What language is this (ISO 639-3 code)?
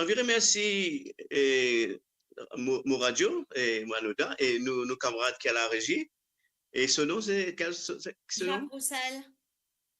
mfe